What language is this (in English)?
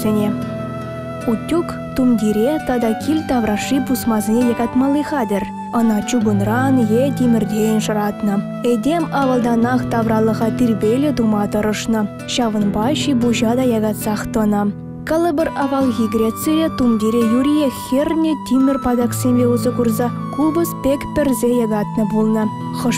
Chuvash